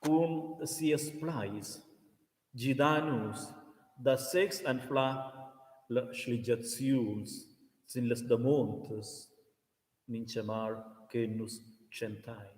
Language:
Romansh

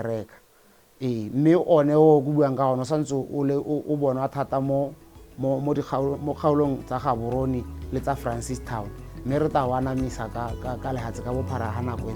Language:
Tswana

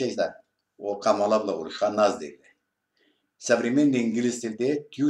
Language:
Karachay-Balkar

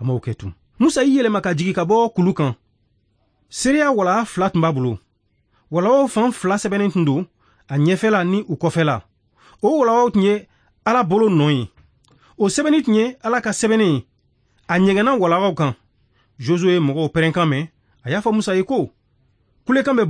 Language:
Bambara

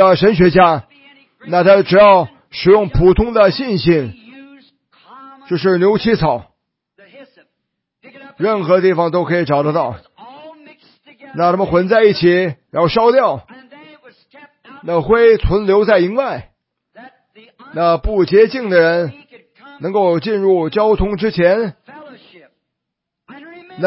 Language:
Chinese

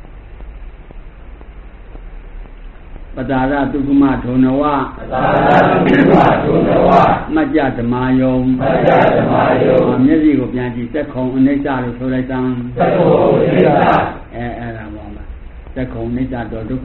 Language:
Burmese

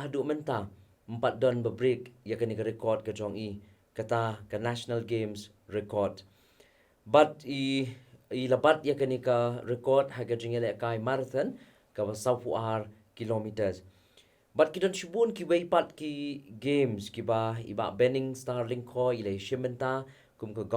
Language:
Khasi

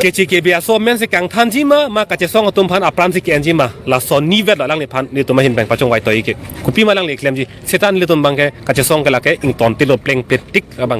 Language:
Karbi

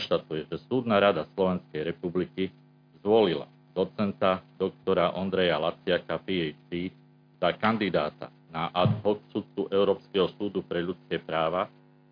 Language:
Slovak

